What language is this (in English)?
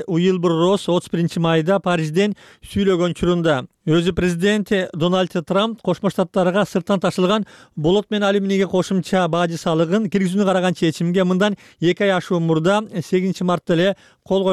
Kyrgyz